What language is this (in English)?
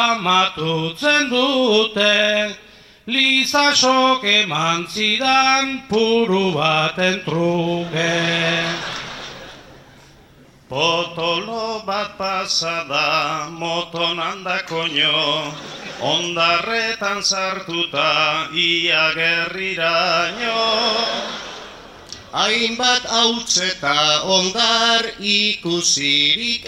Basque